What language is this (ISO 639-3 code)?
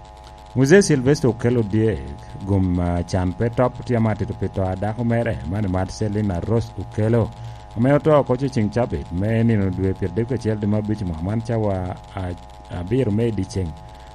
laj